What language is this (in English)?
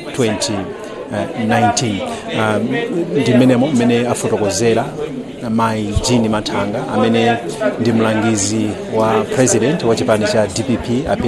Nyanja